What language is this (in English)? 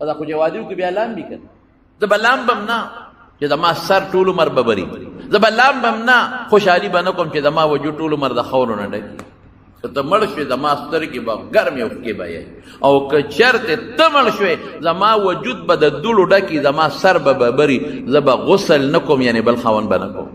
Pashto